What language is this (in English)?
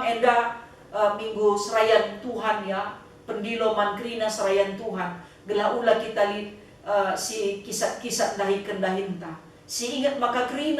Batak Karo